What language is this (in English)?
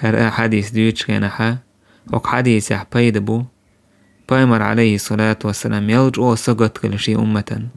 Chechen